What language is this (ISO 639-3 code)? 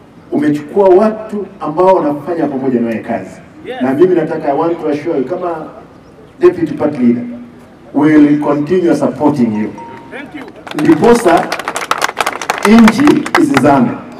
swa